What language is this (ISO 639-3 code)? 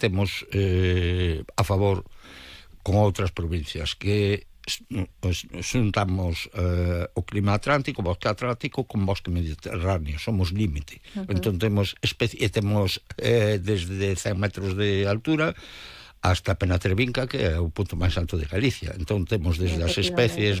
glg